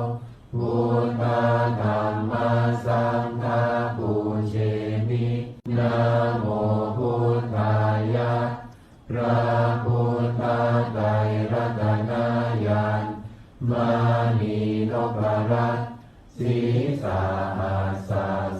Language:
Pali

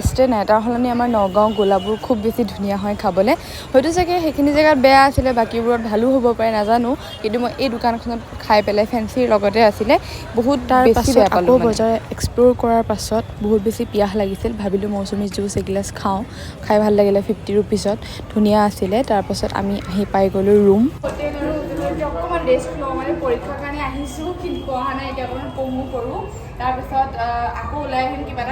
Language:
Assamese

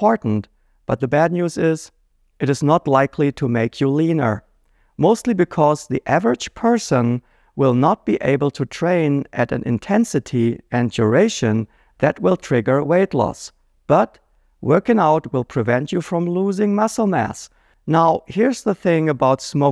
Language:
English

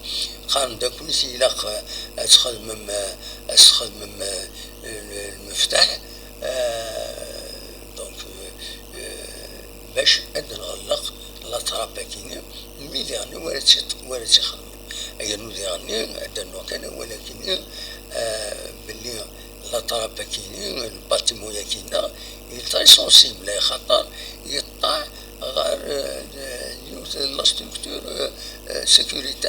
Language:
Kabyle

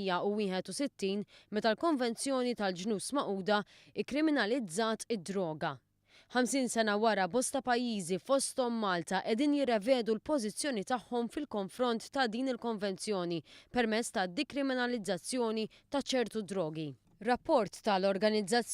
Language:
Maltese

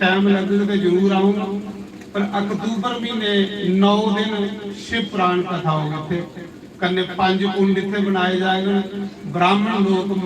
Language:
Dogri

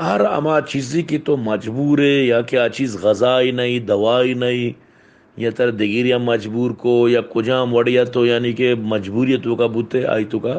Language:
Baluchi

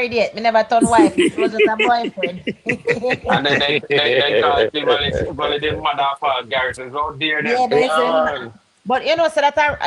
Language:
Jamaican Creole English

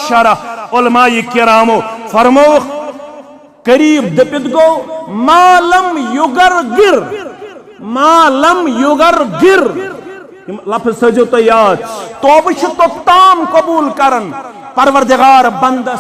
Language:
Kashmiri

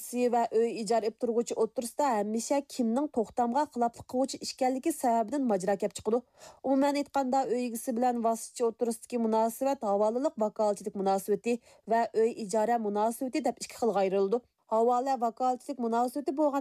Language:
Uyghur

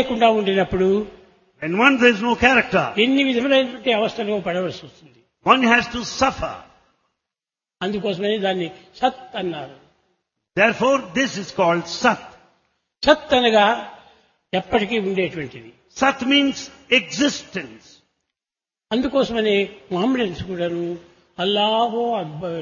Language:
Telugu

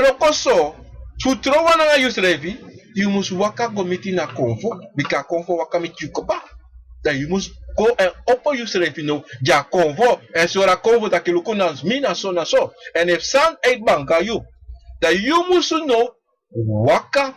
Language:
Sranan Tongo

